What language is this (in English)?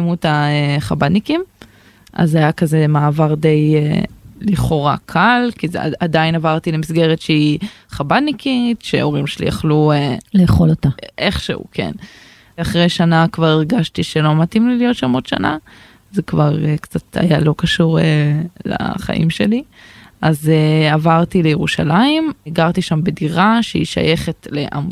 Hebrew